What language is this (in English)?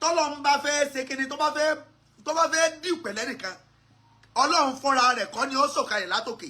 Yoruba